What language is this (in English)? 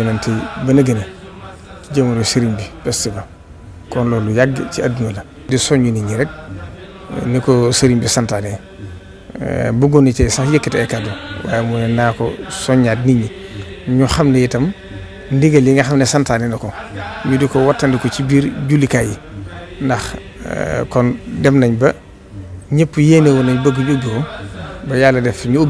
Wolof